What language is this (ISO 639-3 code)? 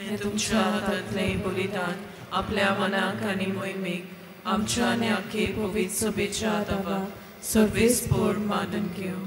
kok